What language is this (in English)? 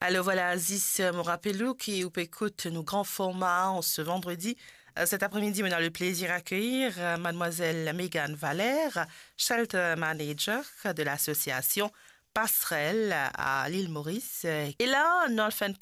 Morisyen